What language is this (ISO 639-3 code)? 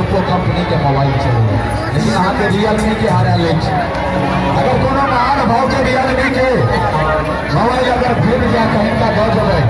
mai